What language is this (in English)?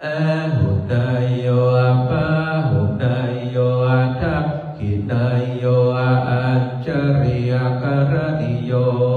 Pali